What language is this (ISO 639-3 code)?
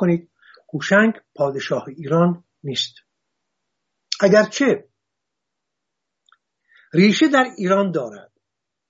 fas